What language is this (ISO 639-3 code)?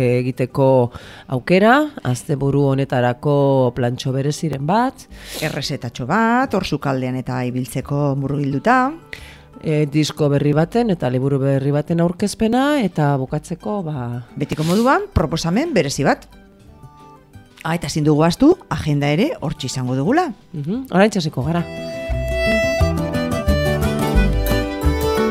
eus